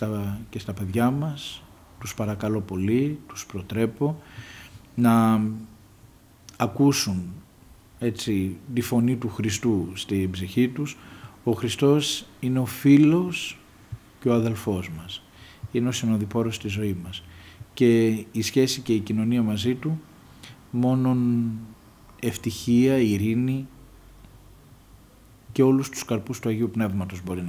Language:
Greek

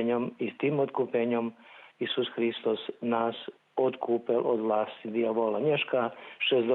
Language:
Rusyn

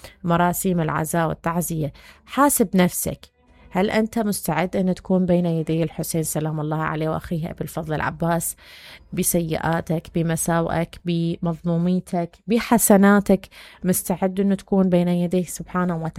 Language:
Mesopotamian Arabic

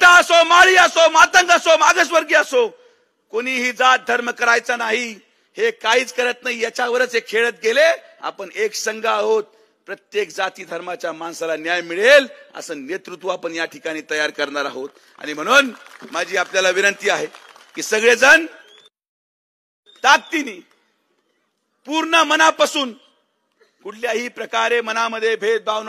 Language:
Marathi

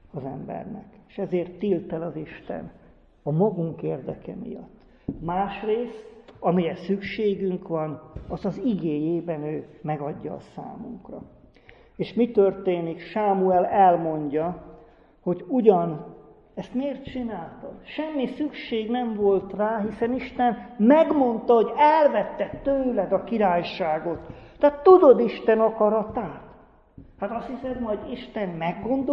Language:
Hungarian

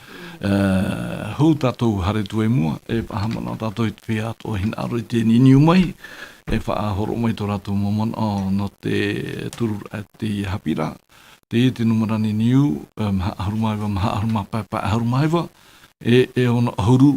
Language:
Tahitian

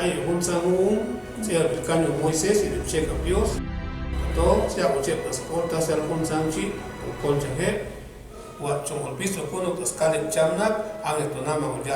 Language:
Chuj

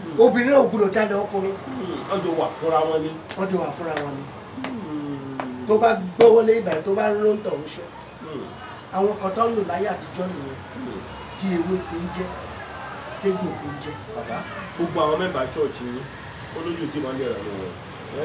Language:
Yoruba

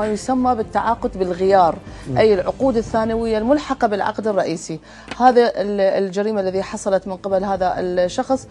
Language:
Mesopotamian Arabic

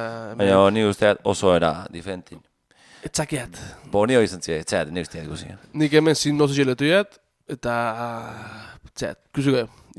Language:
Basque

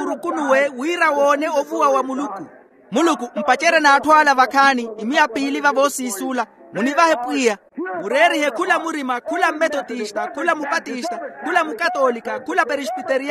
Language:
Makhuwa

